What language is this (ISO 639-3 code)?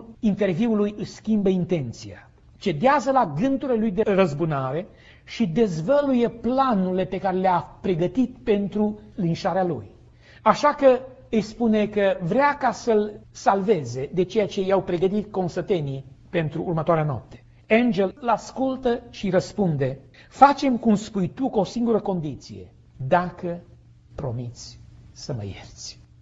ron